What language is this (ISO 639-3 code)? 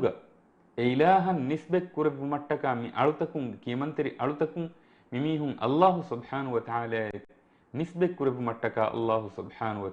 div